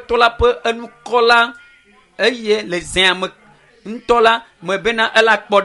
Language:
Ewe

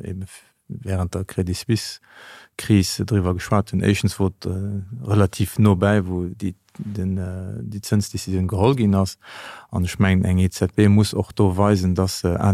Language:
Luxembourgish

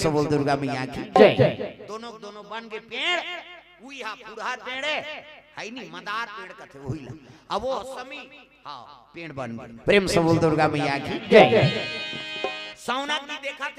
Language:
Chhattisgarhi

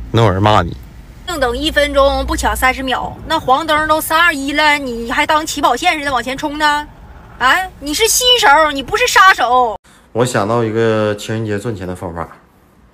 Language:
Chinese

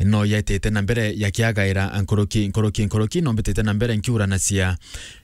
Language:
Meru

